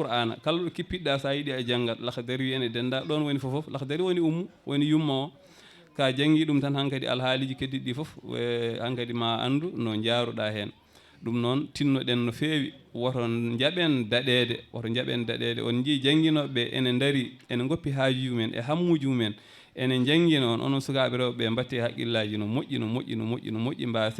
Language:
Fula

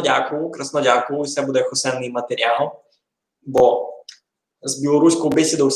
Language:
Rusyn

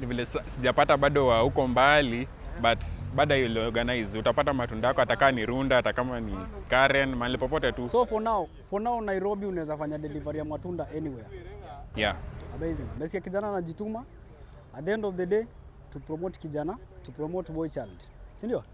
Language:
Swahili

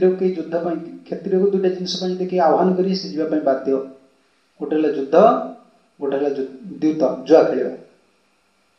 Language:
Odia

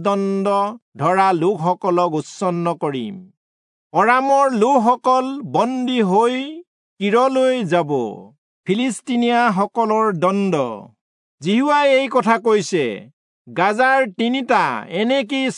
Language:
Assamese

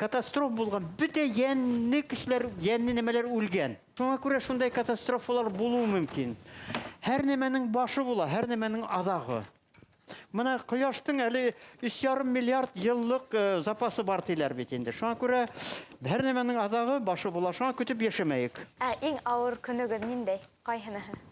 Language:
Bashkir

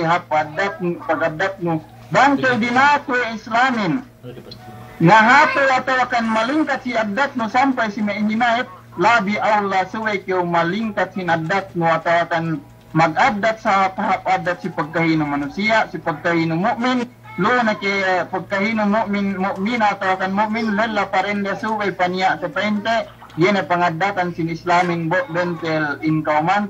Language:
Yakan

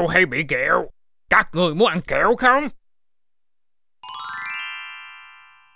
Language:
Vietnamese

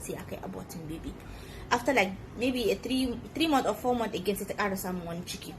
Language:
Hausa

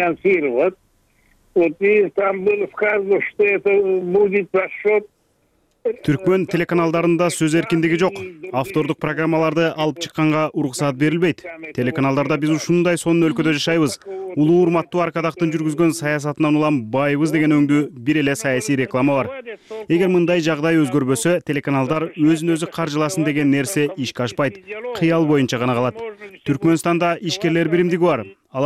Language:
Kyrgyz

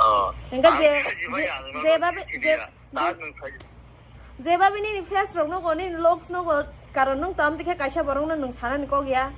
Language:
Kok Borok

